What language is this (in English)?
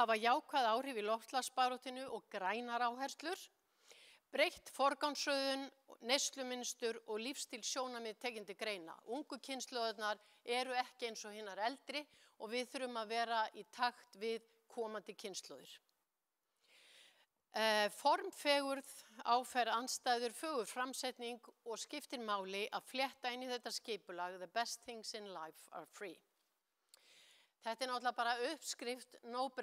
Icelandic